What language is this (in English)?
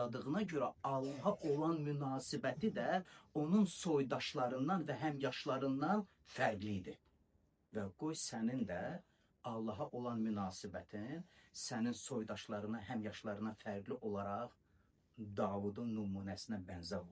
Azerbaijani